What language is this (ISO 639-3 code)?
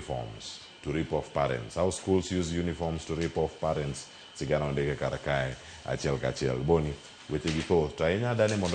luo